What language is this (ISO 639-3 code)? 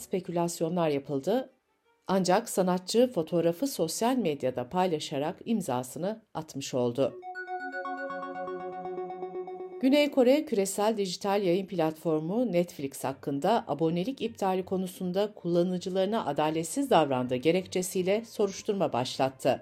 tur